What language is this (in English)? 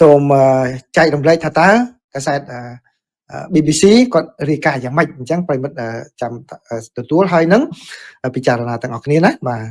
Khmer